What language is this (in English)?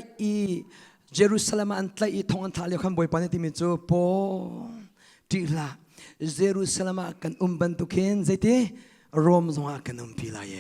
Hakha Chin